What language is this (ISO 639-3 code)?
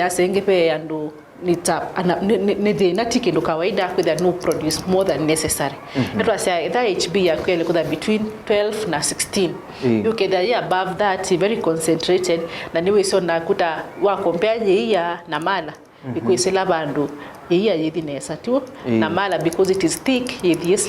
kam